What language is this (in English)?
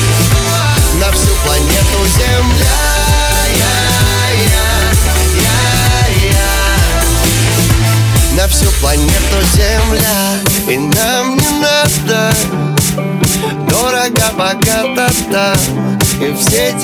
Russian